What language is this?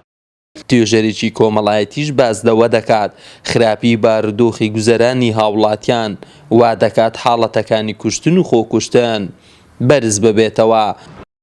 Central Kurdish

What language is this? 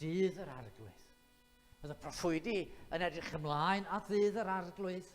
Welsh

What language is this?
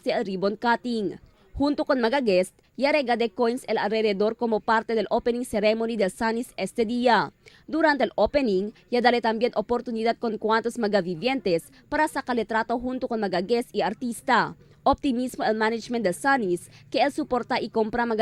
Chavacano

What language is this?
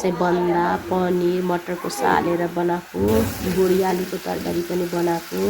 Nepali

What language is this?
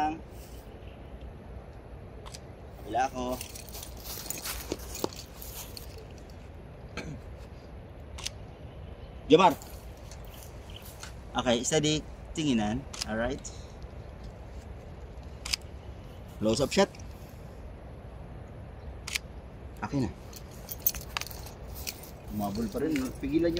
Filipino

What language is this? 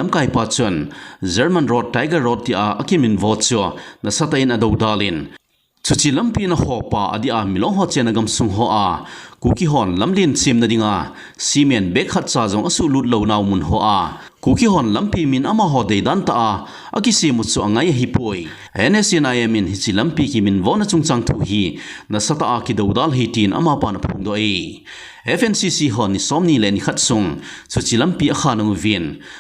Thado Chin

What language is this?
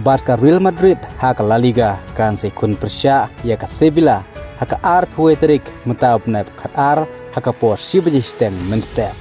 Khasi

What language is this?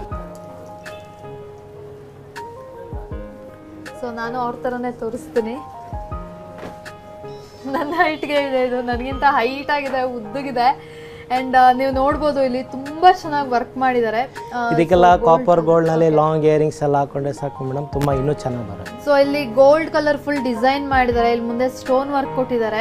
Kannada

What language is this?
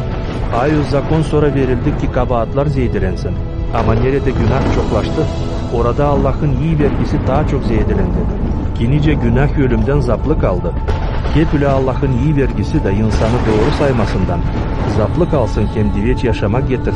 Gagauz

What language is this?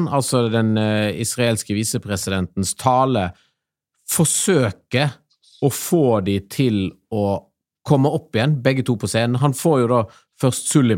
Norwegian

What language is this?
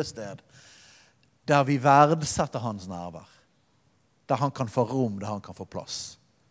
Norwegian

